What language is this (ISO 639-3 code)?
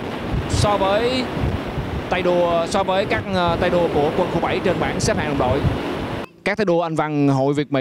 vie